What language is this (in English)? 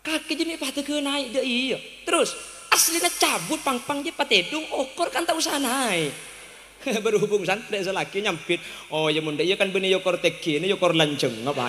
Madurese